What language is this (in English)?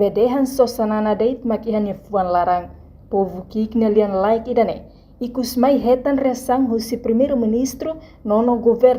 Tetum